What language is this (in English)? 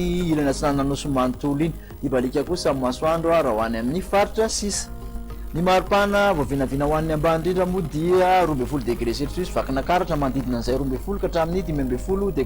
Malagasy